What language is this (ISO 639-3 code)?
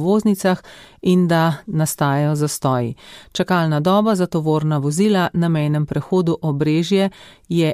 slv